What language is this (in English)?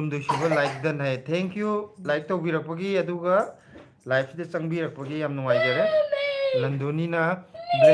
Manipuri